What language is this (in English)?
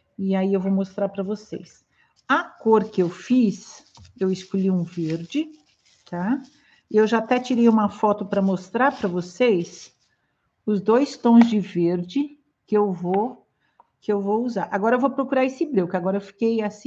Portuguese